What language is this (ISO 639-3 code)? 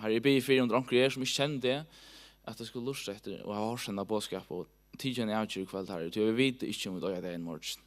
fao